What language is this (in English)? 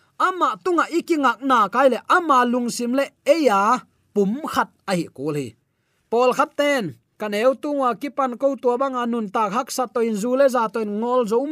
Tedim Chin